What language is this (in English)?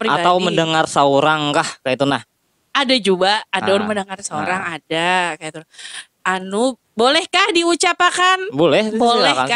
Banjar